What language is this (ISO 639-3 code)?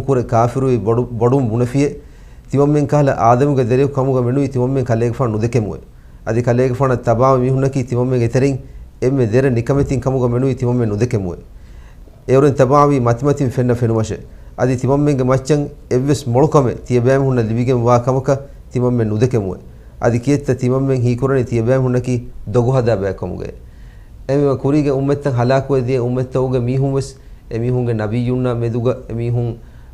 div